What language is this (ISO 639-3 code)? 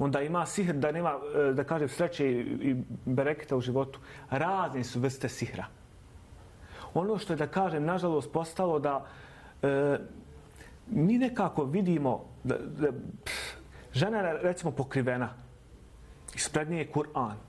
bos